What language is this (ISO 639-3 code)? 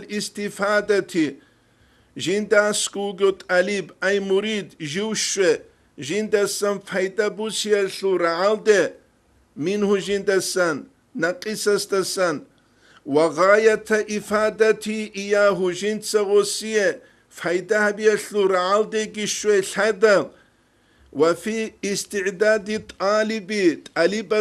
ava